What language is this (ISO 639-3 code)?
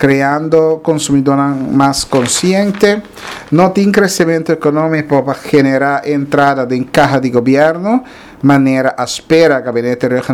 pap